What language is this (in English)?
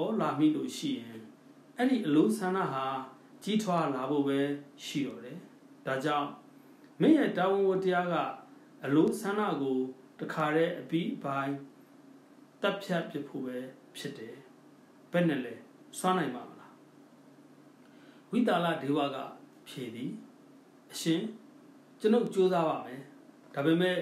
Burmese